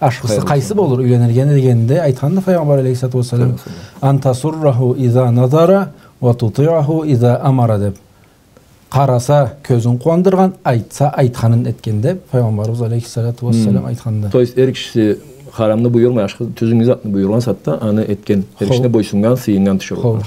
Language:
Karachay-Balkar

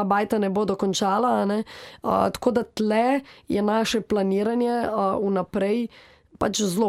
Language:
Slovenian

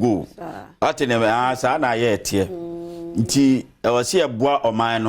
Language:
Akan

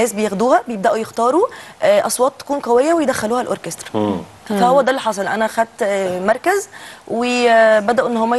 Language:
Egyptian Arabic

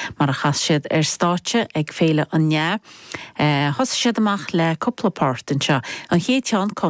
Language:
Irish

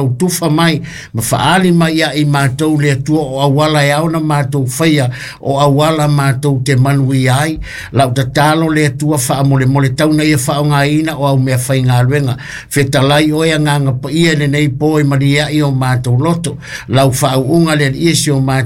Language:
Samoan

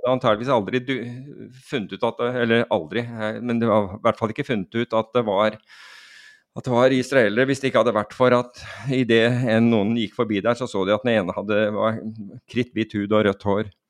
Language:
Norwegian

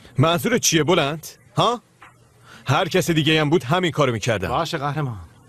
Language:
Persian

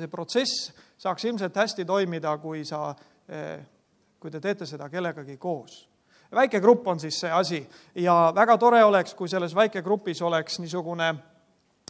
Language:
Estonian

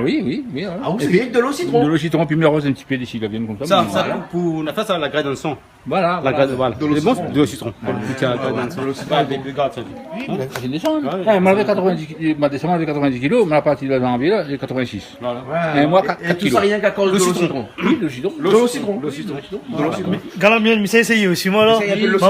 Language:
Réunion Creole French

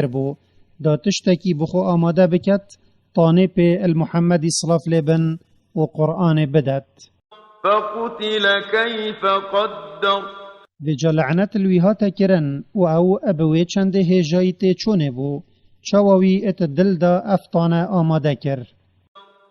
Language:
Kurdish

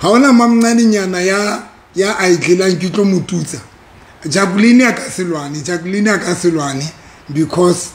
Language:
Southern Sotho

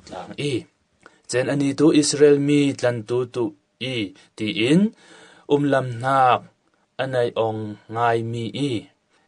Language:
Falam Chin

